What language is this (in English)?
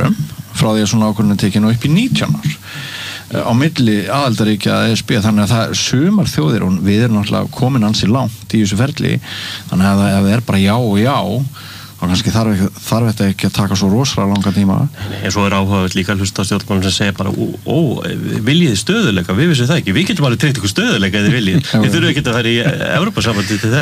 Icelandic